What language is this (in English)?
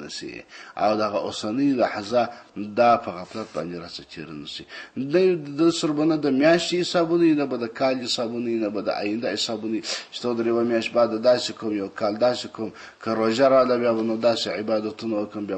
Pashto